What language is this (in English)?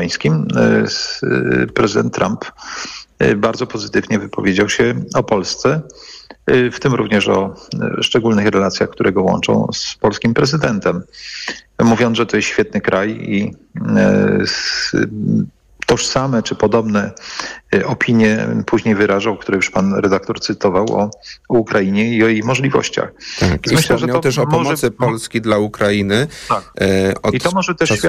Polish